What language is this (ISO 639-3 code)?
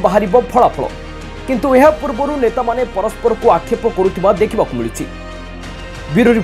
ori